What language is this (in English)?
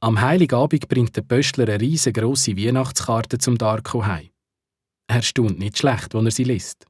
Swiss German